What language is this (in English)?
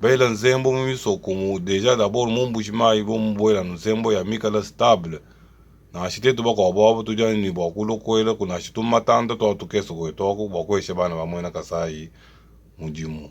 Luba-Lulua